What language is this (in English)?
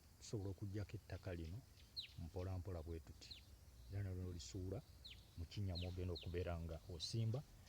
Ganda